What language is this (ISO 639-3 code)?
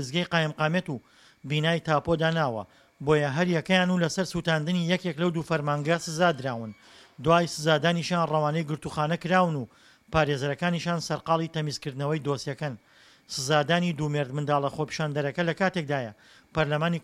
ckb